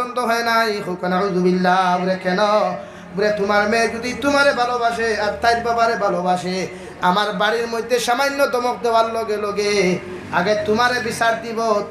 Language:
Sylheti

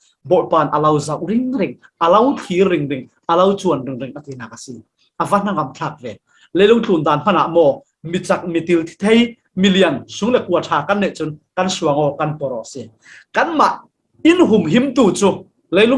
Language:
Falam Chin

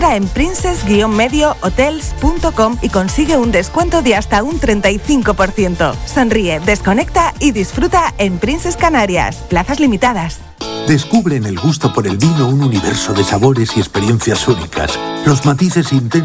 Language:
Spanish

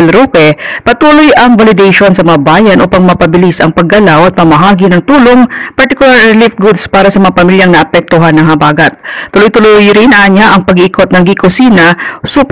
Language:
Filipino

